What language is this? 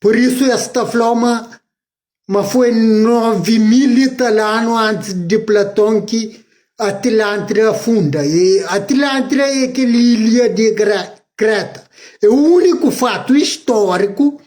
Kabuverdianu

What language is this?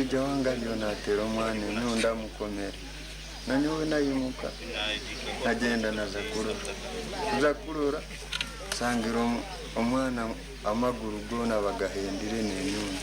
Nyankole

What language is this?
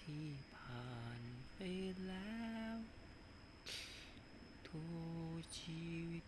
Lao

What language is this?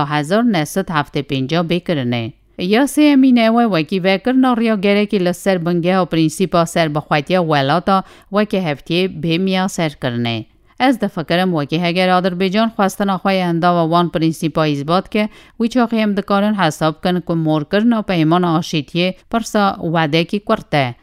Kurdish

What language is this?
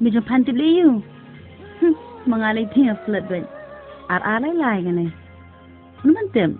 Khasi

